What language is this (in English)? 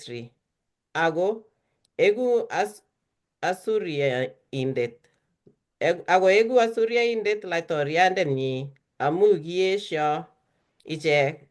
Kalenjin